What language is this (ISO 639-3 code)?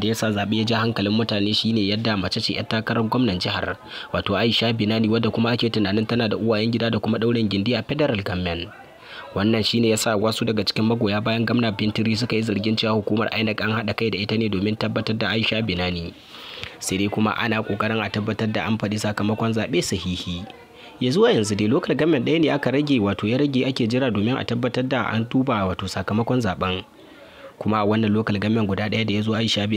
hau